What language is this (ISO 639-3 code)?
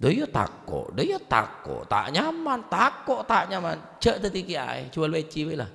mad